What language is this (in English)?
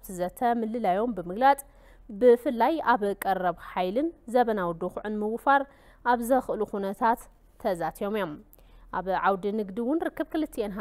Tigrinya